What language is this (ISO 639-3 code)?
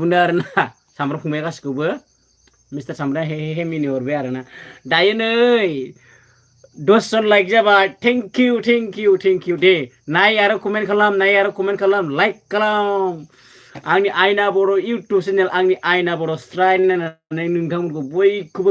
brx